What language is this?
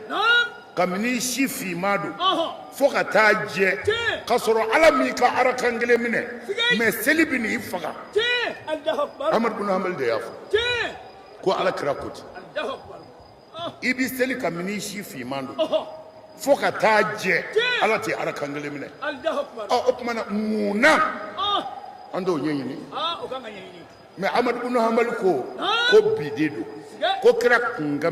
Bambara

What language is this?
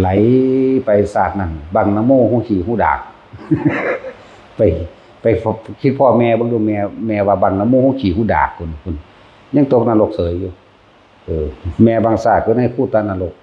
Lao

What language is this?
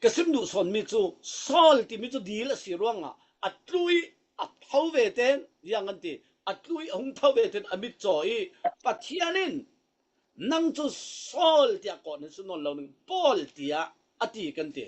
Falam Chin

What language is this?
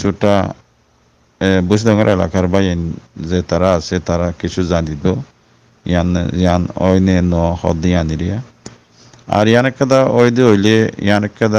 Rohingya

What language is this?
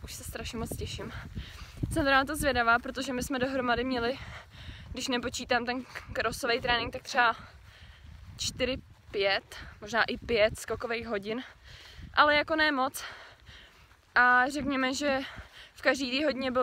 Czech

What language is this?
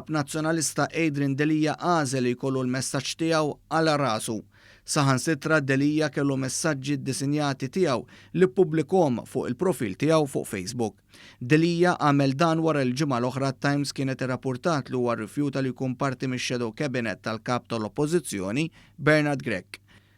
Maltese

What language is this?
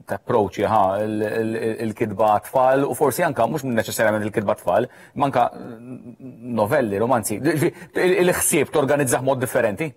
Maltese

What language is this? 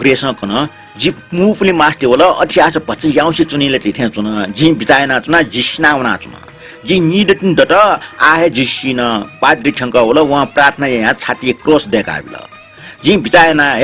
Newari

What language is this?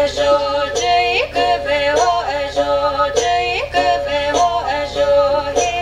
Chokri Naga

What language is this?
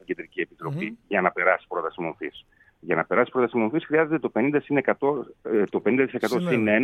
Greek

